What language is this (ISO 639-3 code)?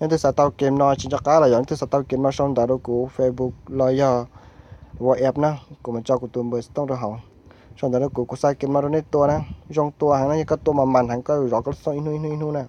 hmn